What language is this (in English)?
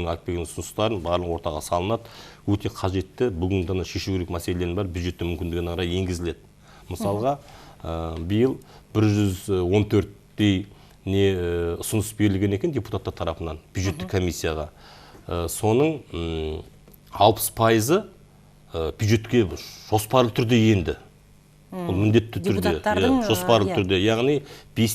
Kazakh